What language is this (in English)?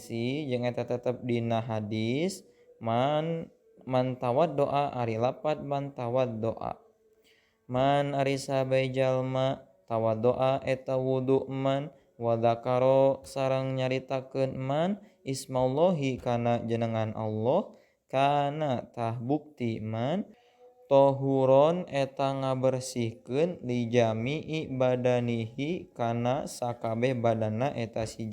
Sundanese